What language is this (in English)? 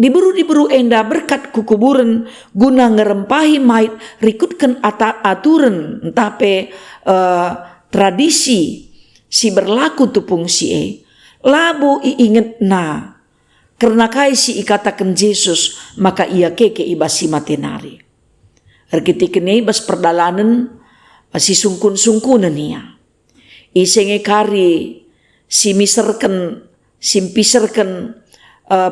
Batak Karo